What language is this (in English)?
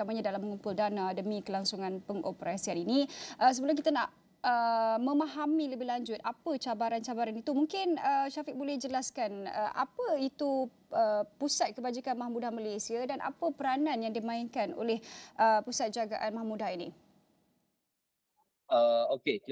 Malay